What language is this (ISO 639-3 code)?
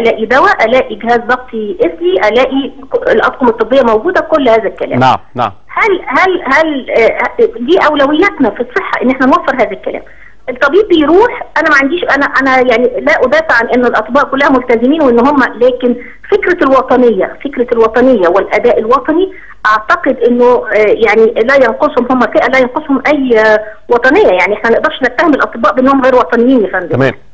arz